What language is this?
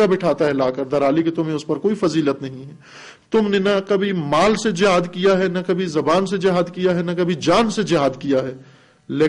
Urdu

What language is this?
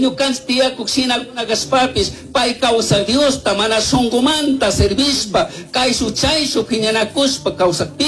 Chimborazo Highland Quichua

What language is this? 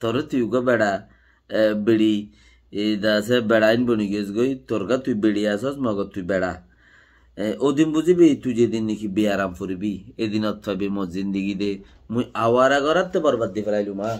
Rohingya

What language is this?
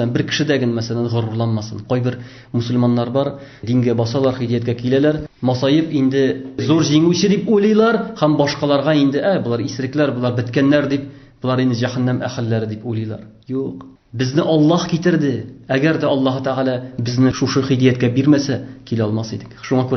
Tatar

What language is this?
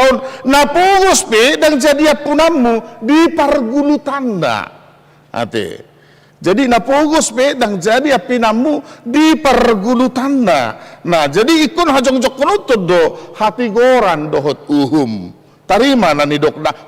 Batak Toba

